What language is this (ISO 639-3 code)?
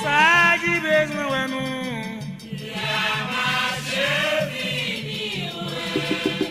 hat